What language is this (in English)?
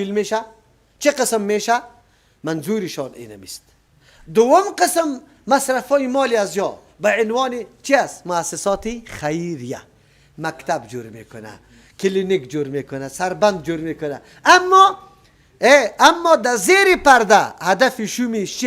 Persian